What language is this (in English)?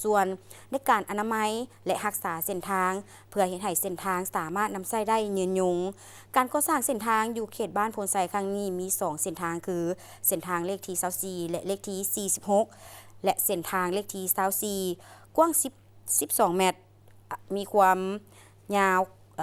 Lao